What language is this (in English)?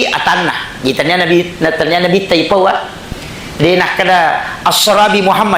Buginese